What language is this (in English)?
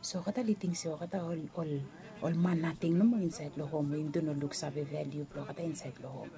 Bislama